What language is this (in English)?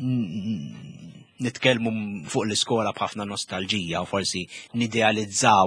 Maltese